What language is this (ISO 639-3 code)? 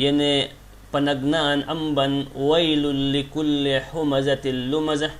yka